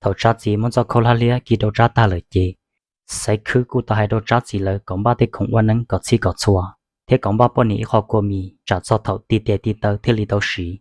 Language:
Hmong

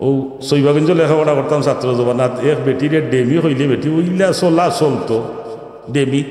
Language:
Sylheti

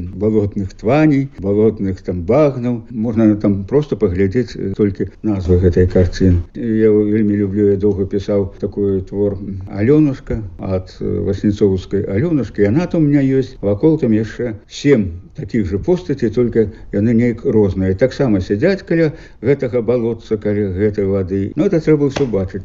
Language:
Belarusian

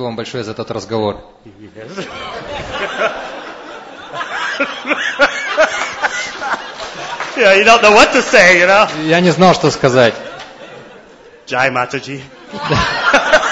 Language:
Russian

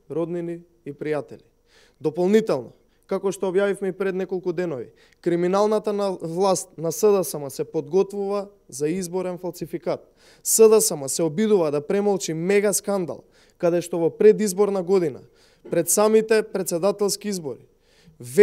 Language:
Macedonian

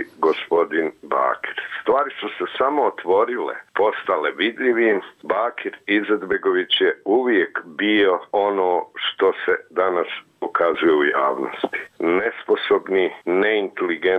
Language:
Bosnian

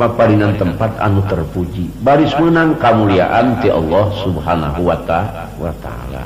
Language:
Sundanese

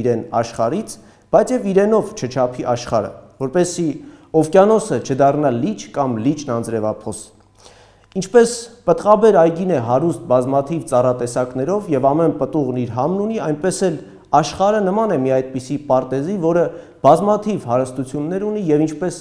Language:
Armenian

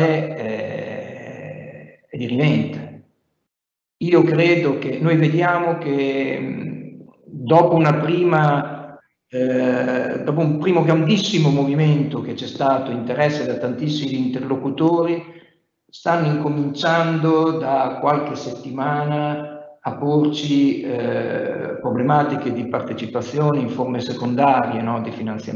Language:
Italian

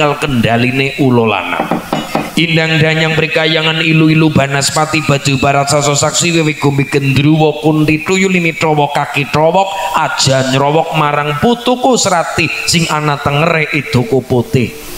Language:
Javanese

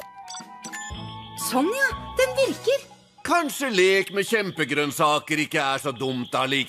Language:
Norwegian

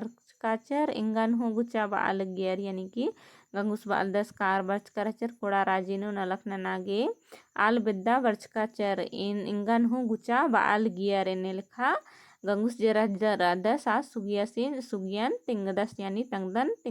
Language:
Kurukh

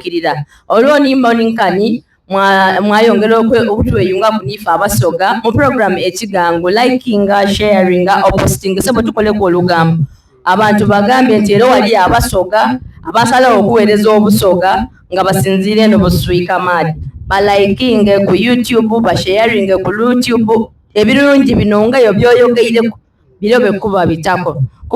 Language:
Soga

